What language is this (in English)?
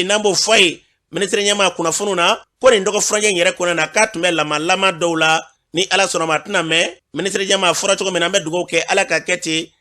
Bambara